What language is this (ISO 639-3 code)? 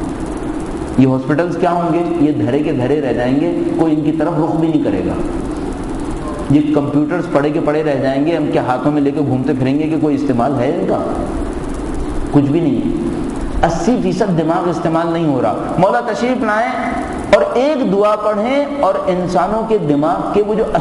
urd